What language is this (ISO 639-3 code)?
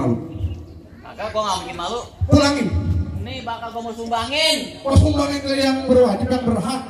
bew